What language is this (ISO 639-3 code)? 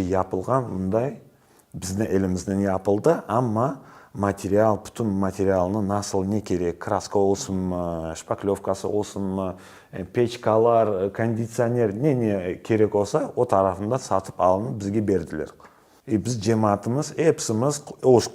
crh